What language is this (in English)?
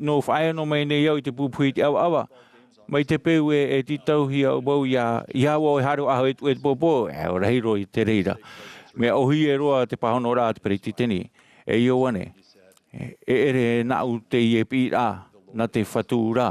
Tahitian